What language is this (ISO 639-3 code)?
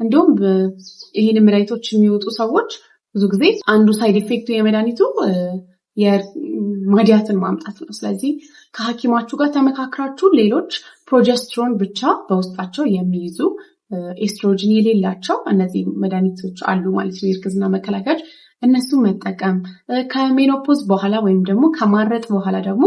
amh